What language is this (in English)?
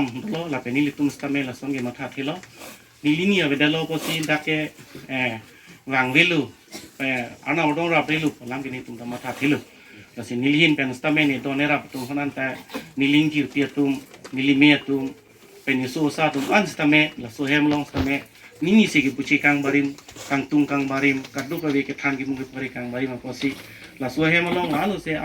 Karbi